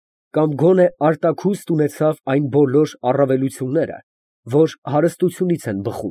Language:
Armenian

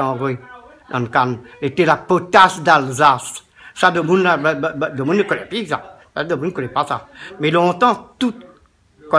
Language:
Réunion Creole French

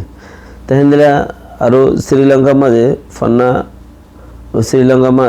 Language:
Rohingya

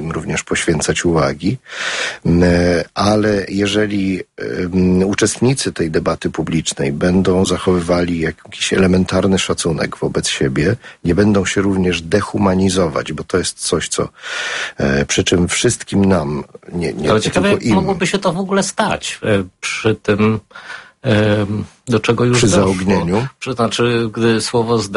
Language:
Polish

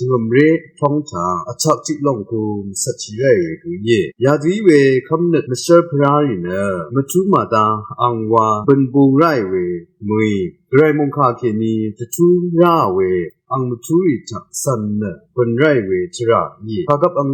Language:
Rawang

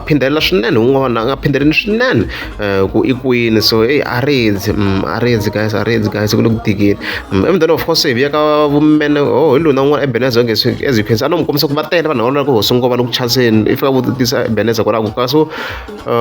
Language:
Tsonga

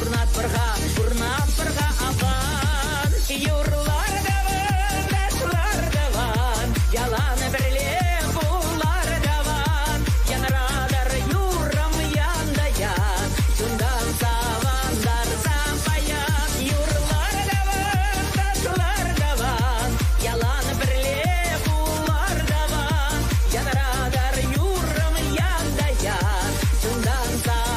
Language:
Chuvash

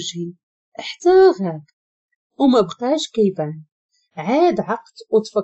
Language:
Moroccan Arabic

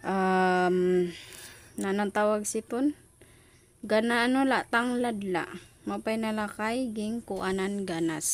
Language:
Waray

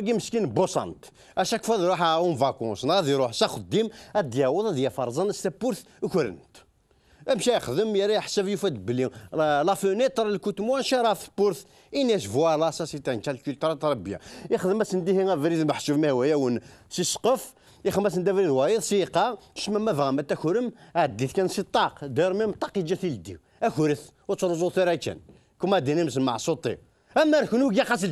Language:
Kabyle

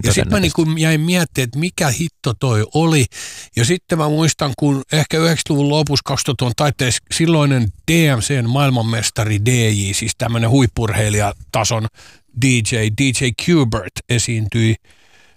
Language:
Finnish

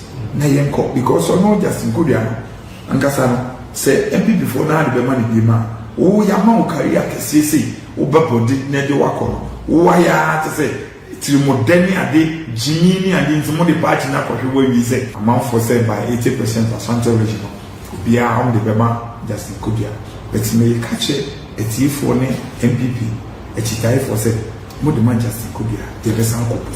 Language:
Akan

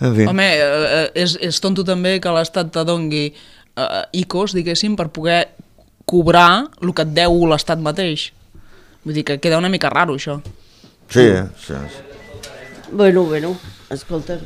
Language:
Catalan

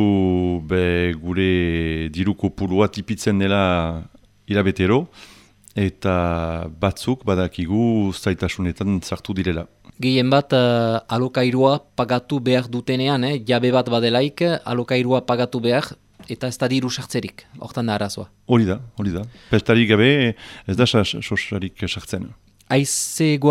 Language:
Basque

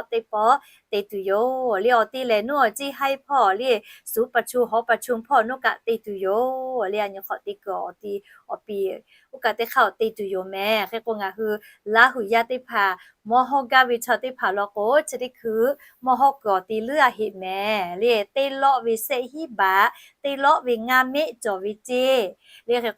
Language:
Lahu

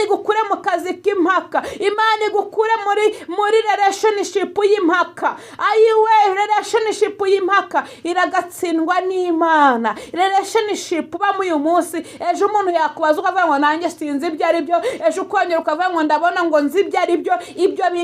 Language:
Kinyarwanda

